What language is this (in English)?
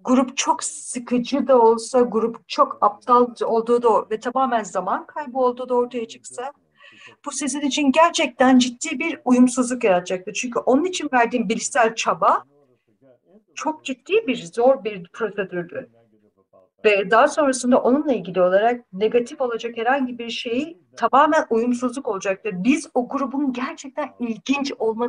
Turkish